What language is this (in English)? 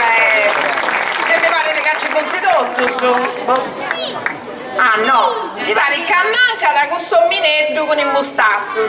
Sardinian